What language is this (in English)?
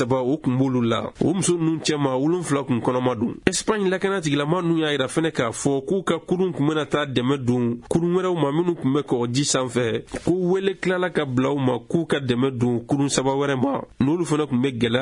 Bambara